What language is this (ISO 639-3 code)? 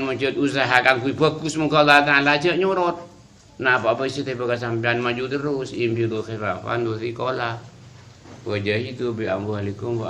mad